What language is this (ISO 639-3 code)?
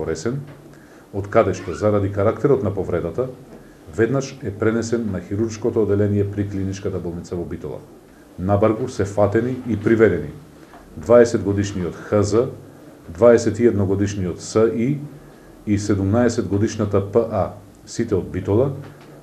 mkd